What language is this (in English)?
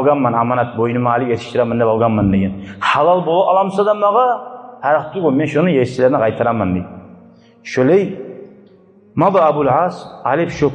Kumyk